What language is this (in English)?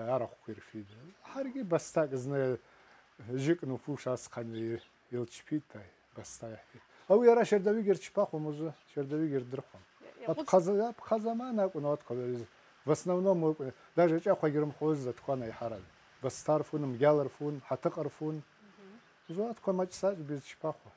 Abkhazian